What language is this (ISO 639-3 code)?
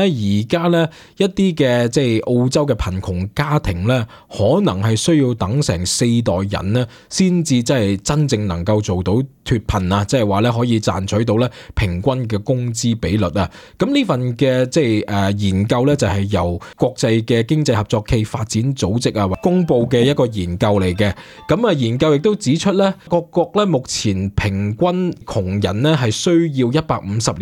yue